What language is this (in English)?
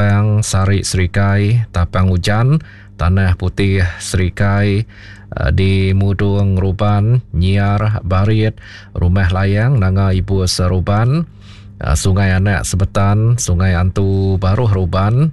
Iban